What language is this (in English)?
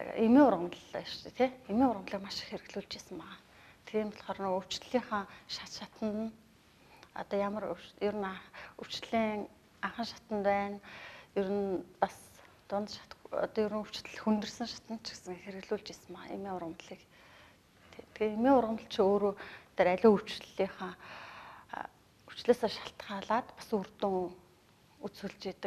Mongolian